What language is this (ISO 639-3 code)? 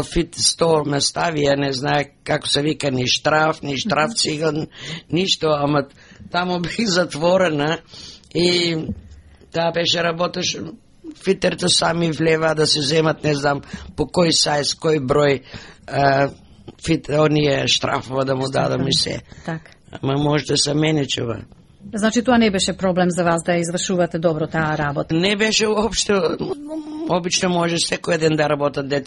mkd